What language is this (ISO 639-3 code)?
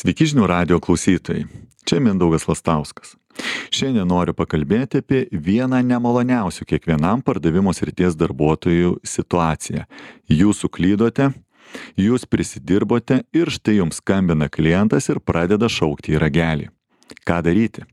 lit